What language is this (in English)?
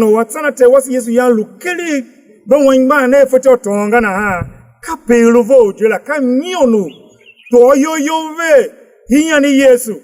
Tiv